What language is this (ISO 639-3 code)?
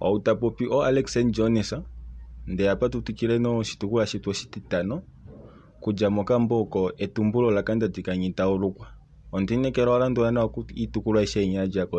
kua